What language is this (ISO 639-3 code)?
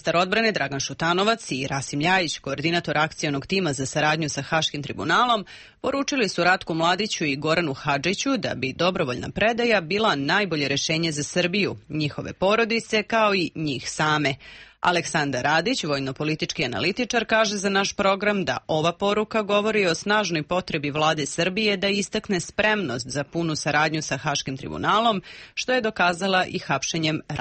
srp